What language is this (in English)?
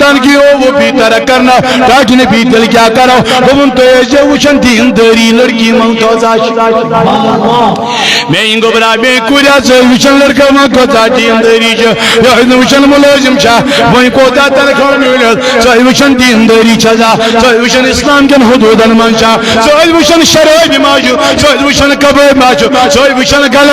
Kashmiri